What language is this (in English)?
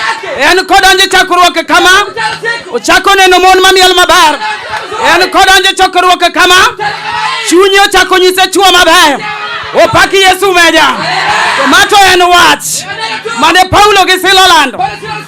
Luo (Kenya and Tanzania)